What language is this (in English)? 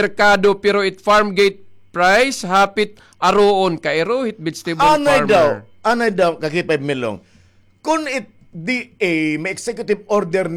Waray